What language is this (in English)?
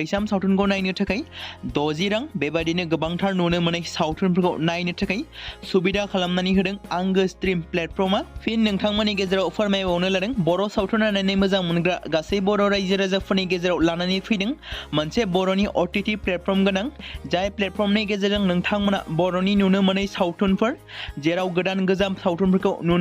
Bodo